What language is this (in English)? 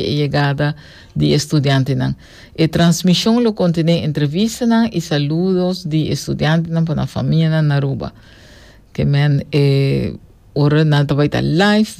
Papiamento